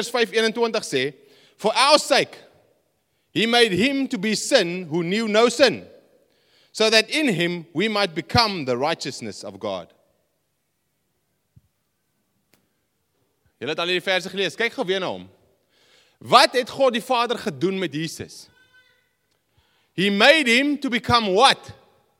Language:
Afrikaans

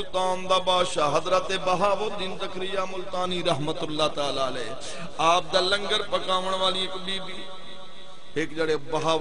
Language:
Saraiki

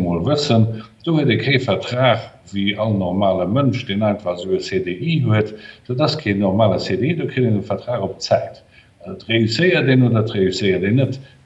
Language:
Luxembourgish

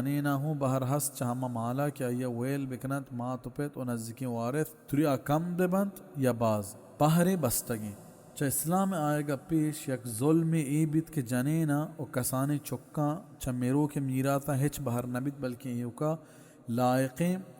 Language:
Baluchi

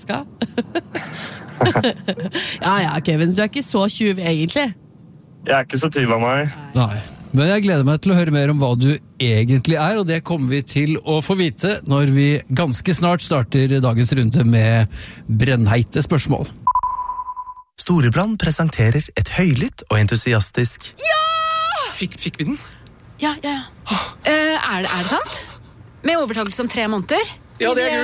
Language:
Norwegian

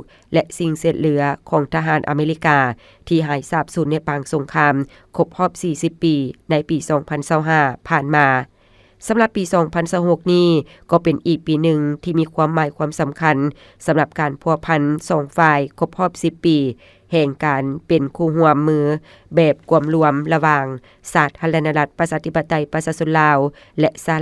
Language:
Lao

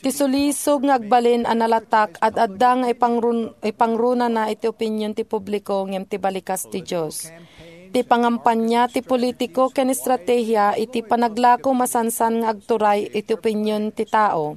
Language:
Iloko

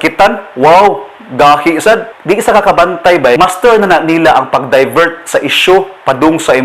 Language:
Cebuano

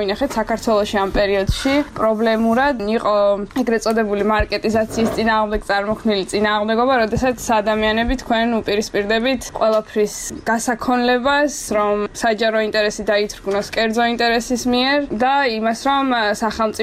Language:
Georgian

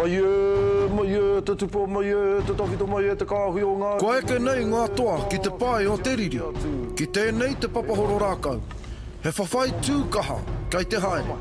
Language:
Māori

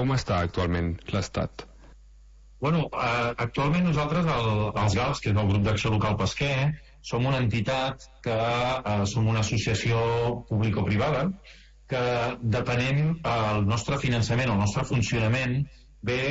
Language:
Catalan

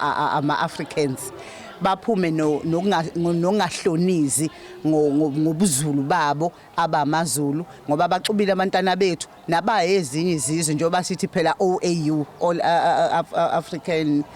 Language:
Zulu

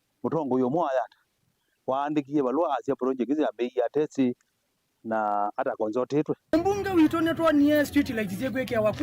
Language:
Kamba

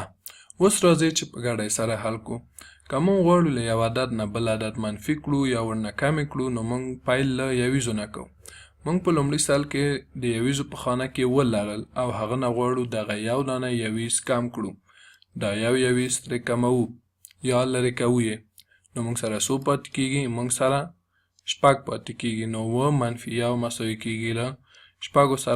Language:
Pashto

